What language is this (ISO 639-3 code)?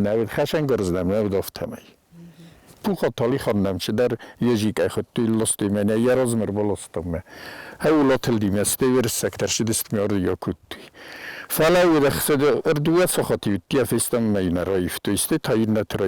oss